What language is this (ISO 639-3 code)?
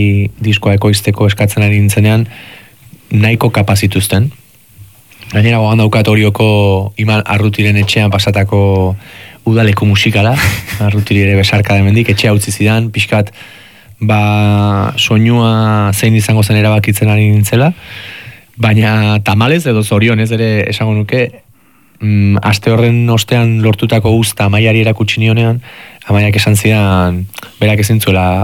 eus